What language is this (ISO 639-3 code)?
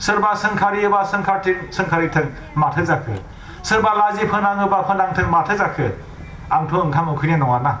brx